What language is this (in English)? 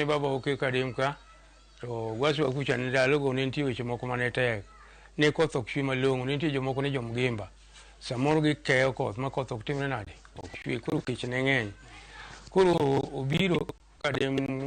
Luo (Kenya and Tanzania)